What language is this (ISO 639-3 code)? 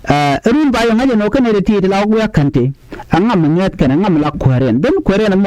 nus